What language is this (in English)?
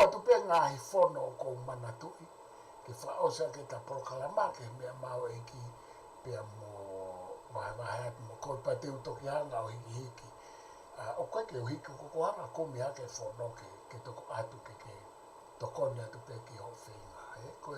Tongan